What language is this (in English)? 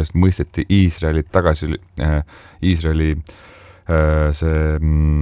Estonian